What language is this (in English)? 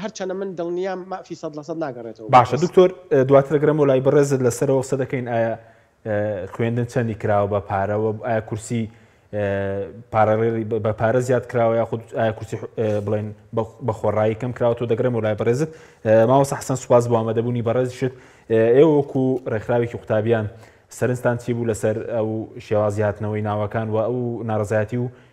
Central Kurdish